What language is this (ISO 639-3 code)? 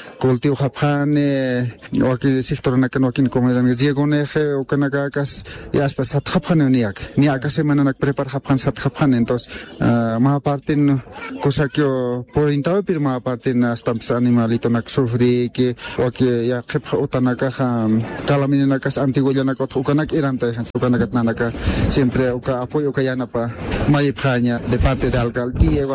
aym